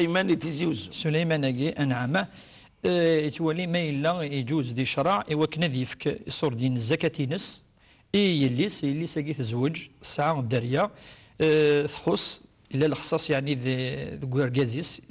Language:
Kabyle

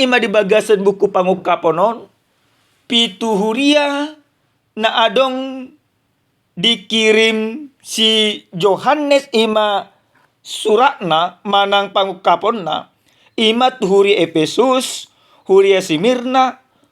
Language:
Batak Toba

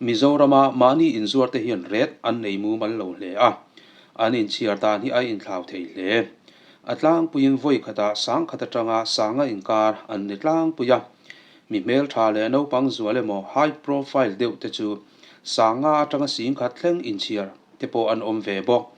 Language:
Mizo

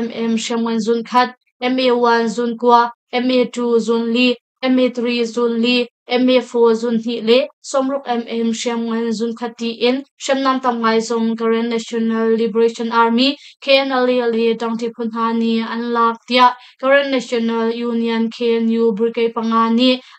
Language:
Hakha Chin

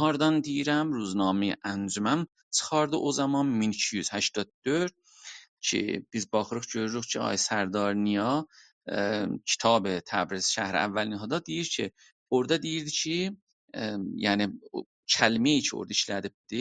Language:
South Azerbaijani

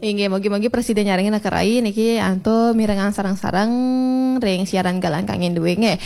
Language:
Balinese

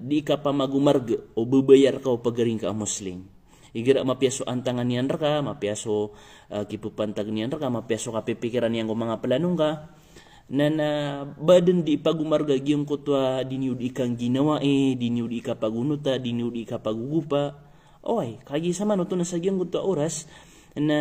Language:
Maranao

